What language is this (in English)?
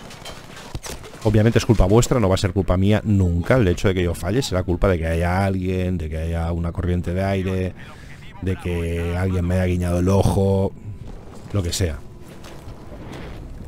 Spanish